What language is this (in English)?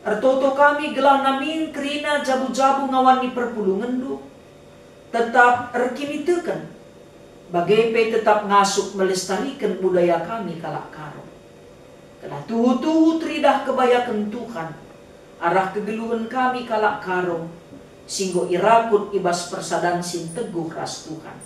Batak Karo